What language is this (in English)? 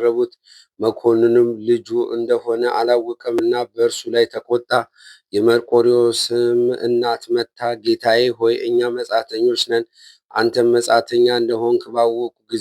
Amharic